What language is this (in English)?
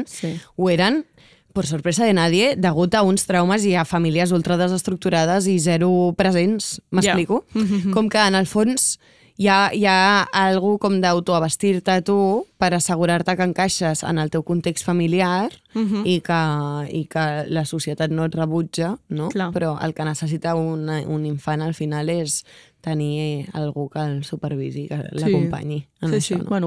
Catalan